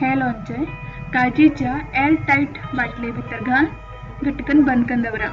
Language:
Konkani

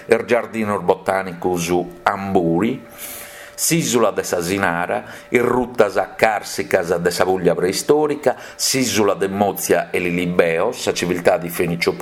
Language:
Sardinian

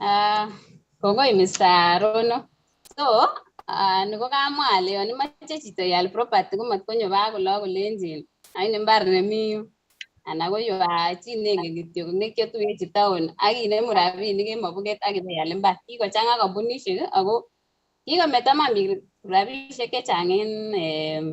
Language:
Kalenjin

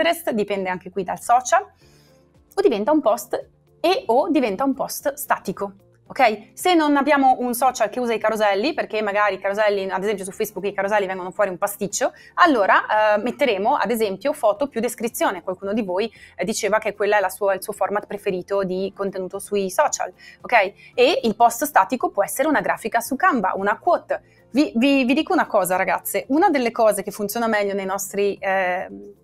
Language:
Italian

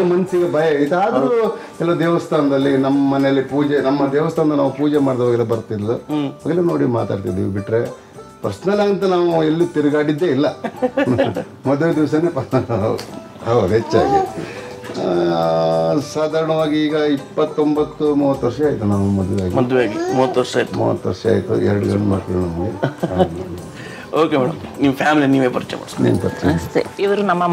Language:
Kannada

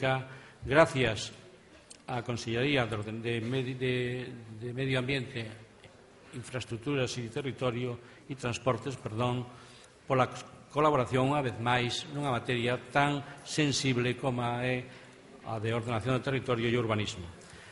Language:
Galician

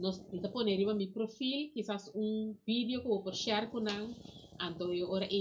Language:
Papiamento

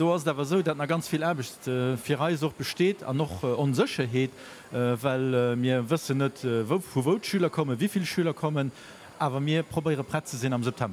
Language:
Luxembourgish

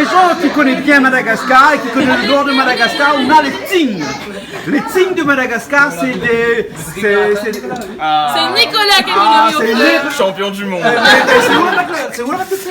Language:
Réunion Creole French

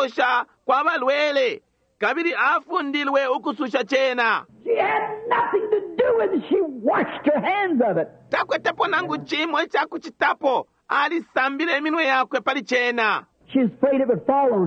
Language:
Bemba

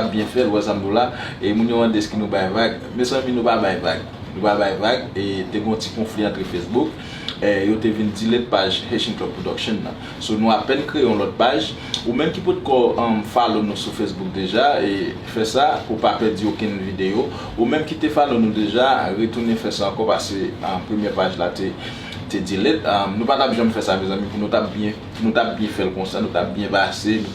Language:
Haitian Creole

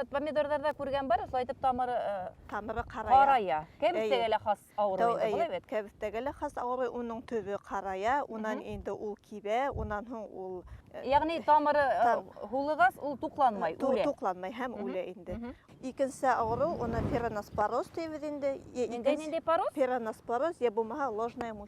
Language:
Bashkir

